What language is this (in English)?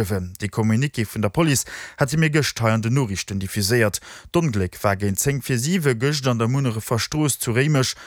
Luxembourgish